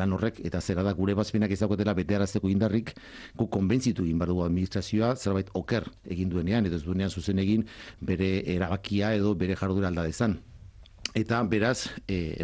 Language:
Basque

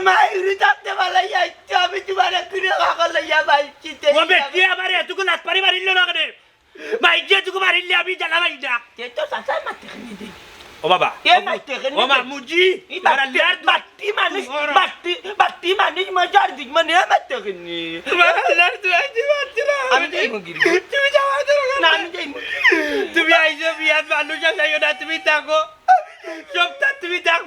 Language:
Sylheti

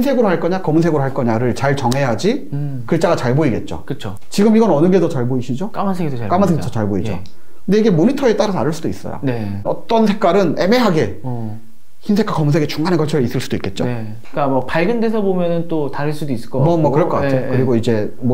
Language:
Korean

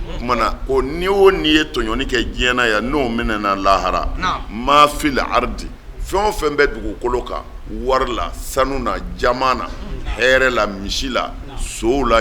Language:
Bambara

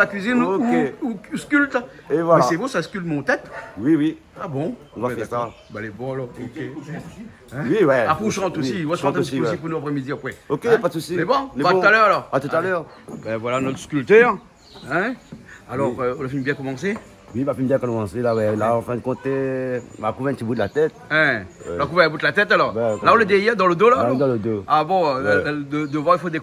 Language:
Réunion Creole French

